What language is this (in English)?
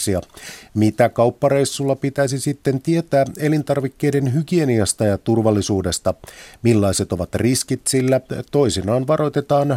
Finnish